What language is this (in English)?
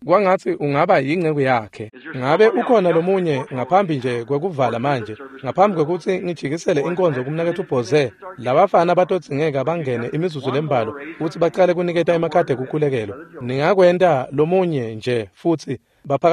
Swati